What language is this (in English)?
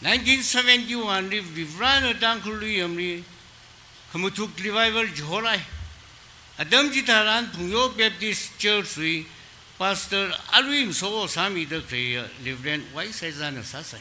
Tangkhul Naga (India)